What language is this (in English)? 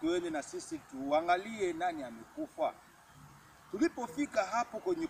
Swahili